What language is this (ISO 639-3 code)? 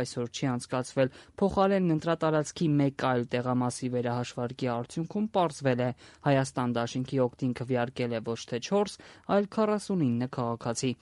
hye